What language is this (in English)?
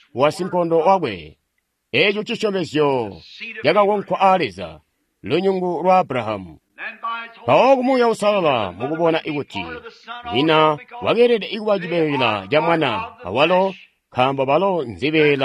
Tonga (Zambia)